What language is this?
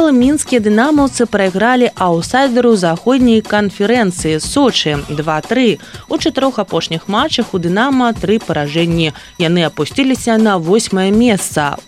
Belarusian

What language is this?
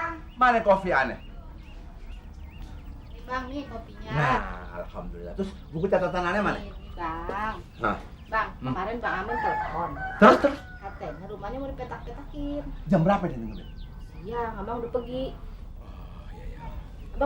Betawi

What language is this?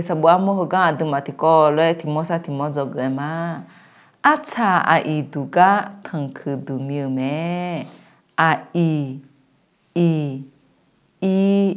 Akha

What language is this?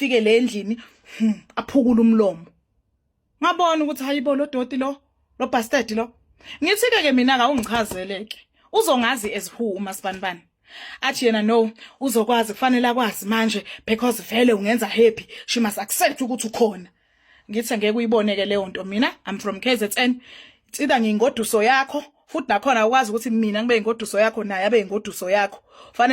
Zulu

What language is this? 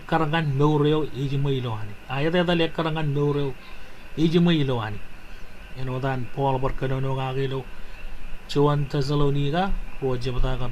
Marshallese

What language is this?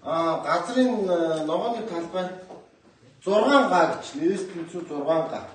Mongolian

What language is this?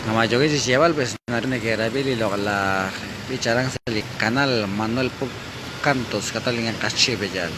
Kekchí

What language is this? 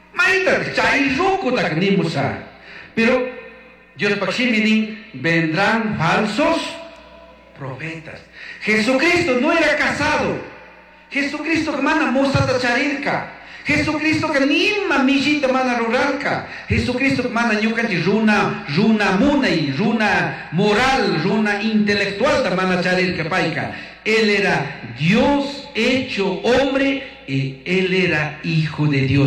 Chimborazo Highland Quichua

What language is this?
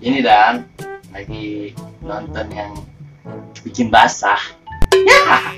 Betawi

